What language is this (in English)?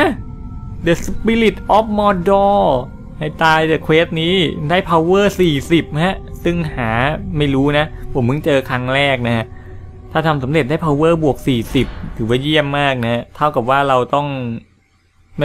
Thai